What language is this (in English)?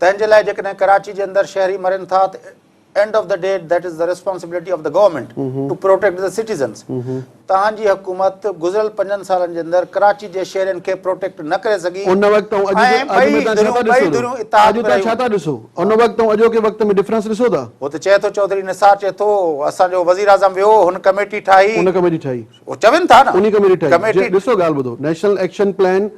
Sindhi